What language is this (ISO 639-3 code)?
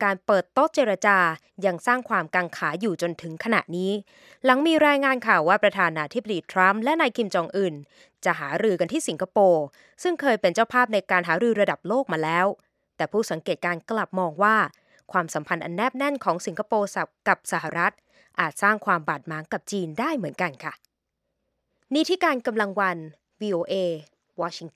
tha